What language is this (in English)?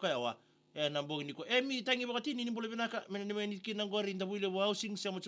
Fijian